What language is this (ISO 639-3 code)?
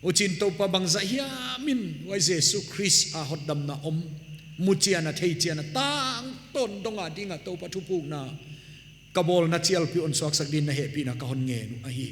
pck